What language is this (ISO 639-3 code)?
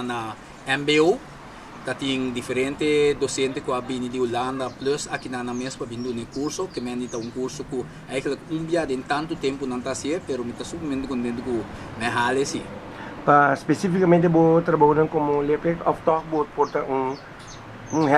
pap